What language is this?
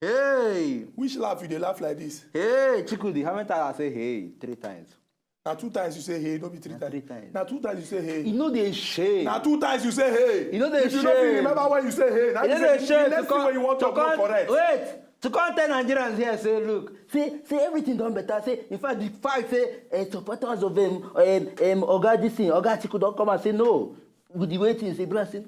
Nigerian Pidgin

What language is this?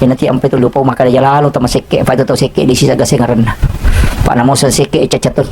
Buginese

